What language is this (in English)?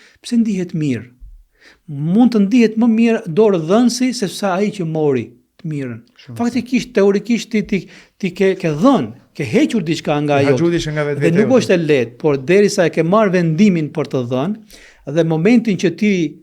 Albanian